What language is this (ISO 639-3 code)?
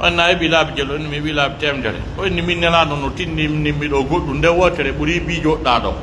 fuf